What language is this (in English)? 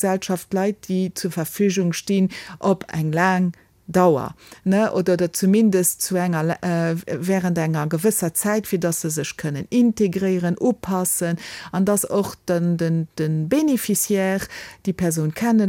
Luxembourgish